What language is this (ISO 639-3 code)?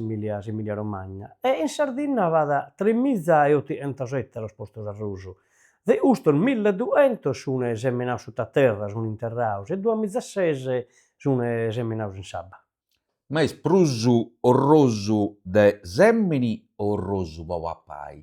srd